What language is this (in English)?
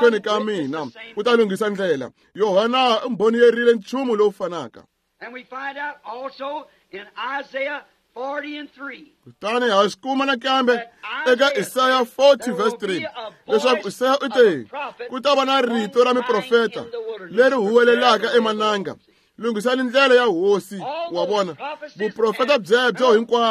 Tsonga